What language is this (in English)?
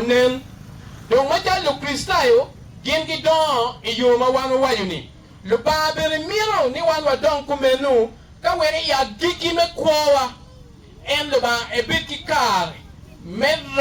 Acoli